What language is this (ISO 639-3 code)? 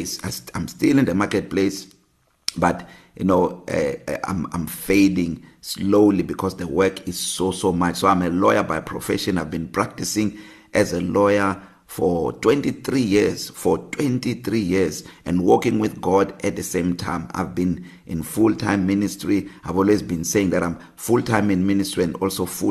eng